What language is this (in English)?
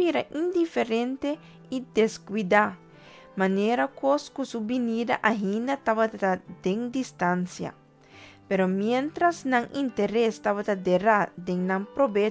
Papiamento